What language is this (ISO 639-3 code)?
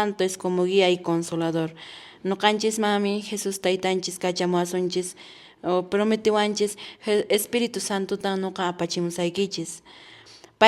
que